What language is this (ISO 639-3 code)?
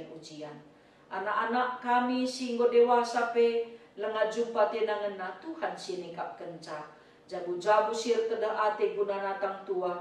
btx